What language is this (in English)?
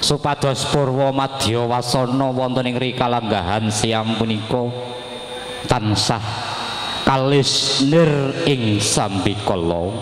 Javanese